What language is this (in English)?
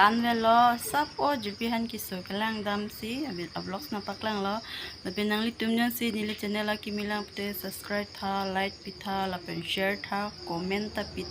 Karbi